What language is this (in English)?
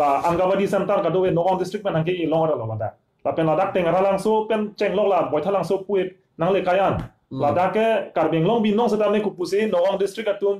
Karbi